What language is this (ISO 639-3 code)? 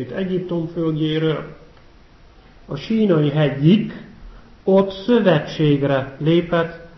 hun